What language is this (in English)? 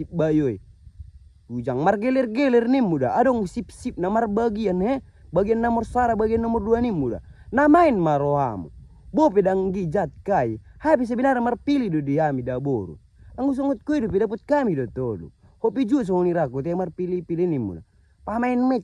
Batak Mandailing